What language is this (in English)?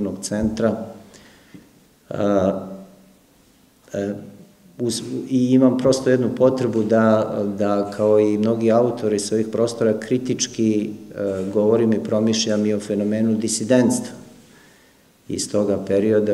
Serbian